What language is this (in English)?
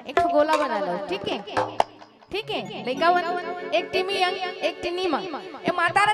Chhattisgarhi